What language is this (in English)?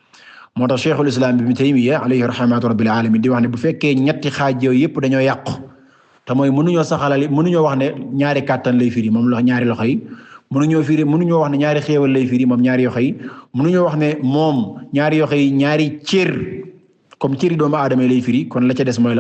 Wolof